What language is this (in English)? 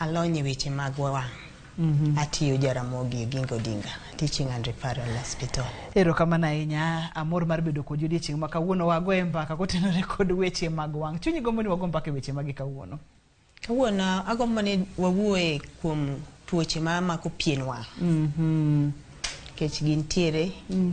Luo (Kenya and Tanzania)